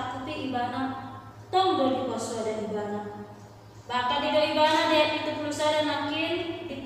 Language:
Batak Toba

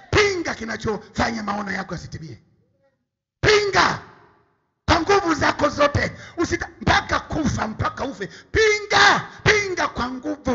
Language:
Swahili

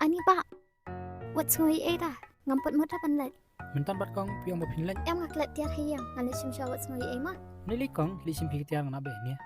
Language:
Khasi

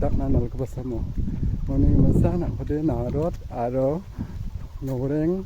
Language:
Garo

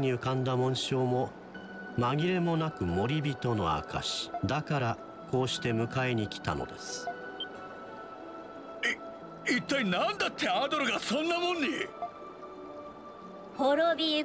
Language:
Japanese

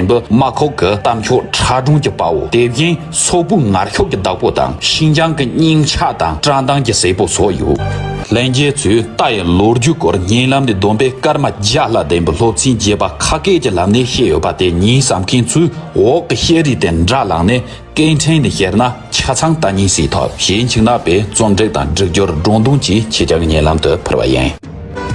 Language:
Tibetan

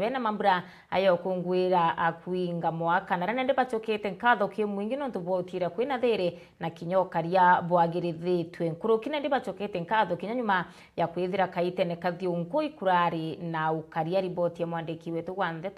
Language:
Meru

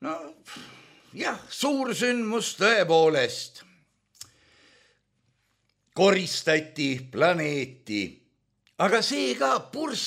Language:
Estonian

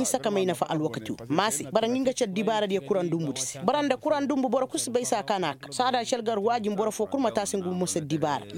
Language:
Koyraboro Senni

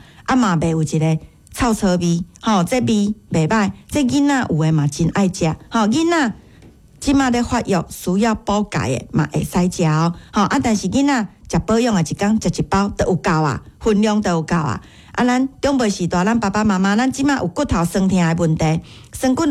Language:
Min Nan Chinese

